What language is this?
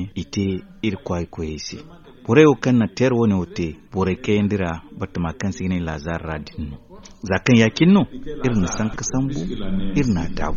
Zarma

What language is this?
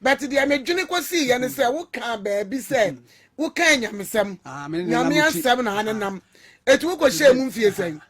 Akan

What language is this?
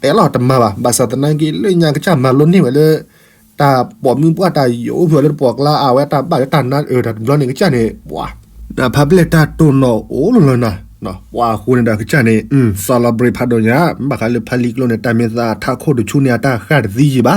S'gaw Karen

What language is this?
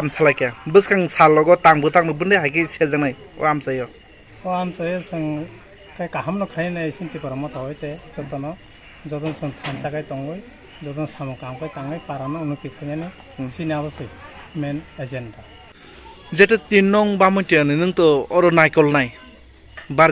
Kok Borok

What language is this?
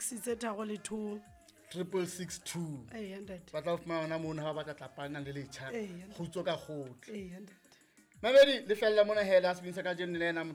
Southern Sotho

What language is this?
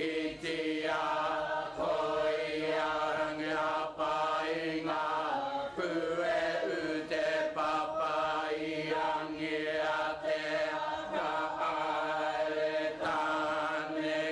Māori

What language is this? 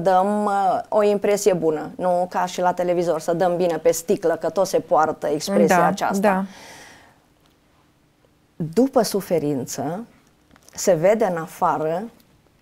Romanian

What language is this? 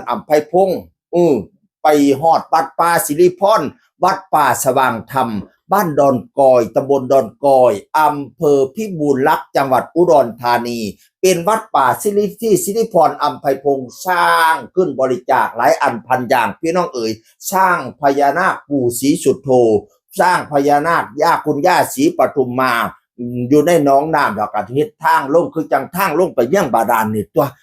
Northeastern Thai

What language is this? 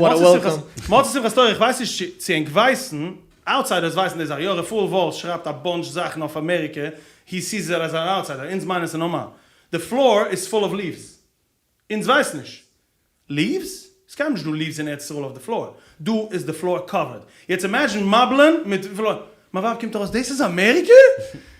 Yiddish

